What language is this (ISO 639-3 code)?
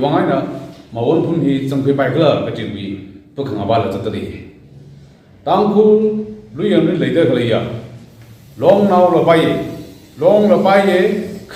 nmf